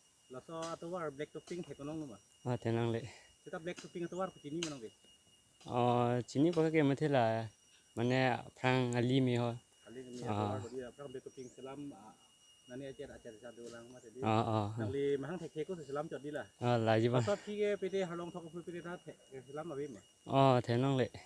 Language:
Karbi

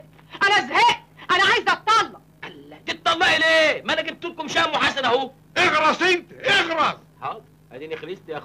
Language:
Egyptian Arabic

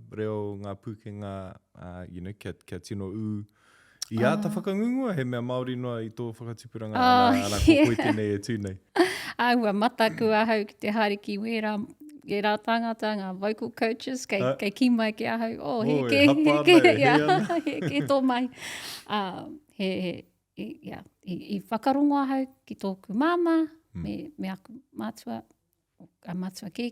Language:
Māori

